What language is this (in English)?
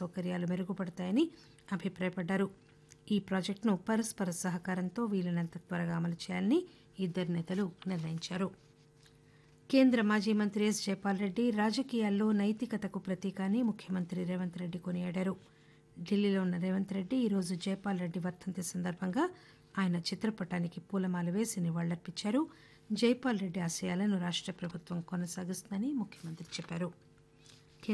Telugu